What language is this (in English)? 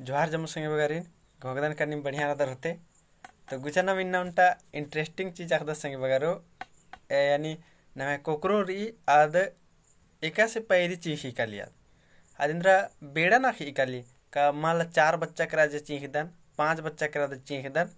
Kurukh